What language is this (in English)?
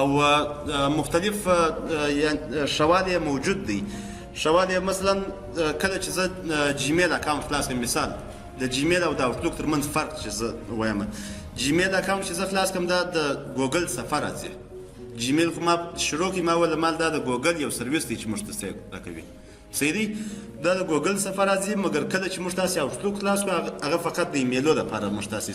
Pashto